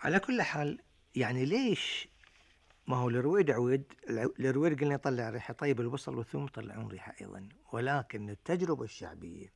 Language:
Gulf Arabic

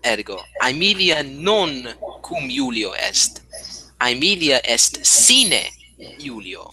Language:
Latin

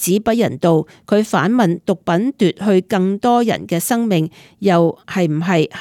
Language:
Cantonese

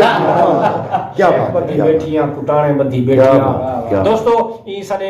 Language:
Saraiki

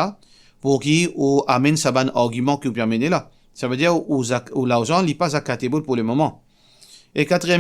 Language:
Morisyen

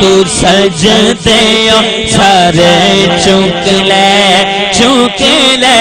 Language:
Saraiki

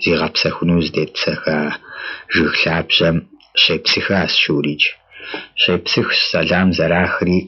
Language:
Kabardian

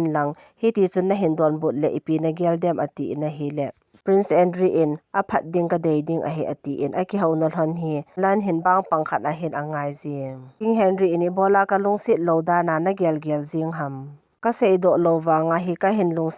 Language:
Thado Chin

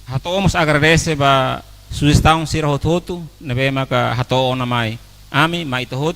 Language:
Tetum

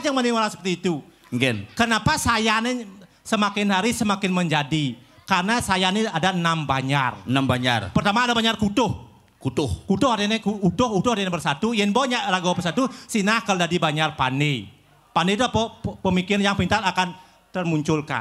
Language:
Balinese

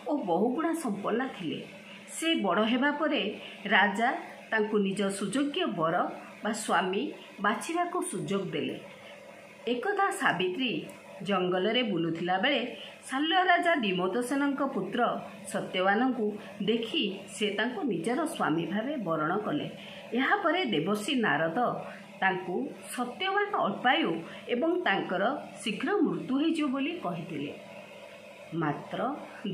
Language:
Odia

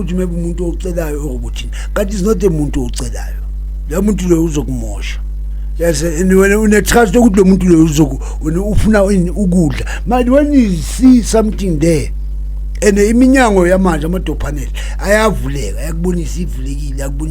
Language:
Zulu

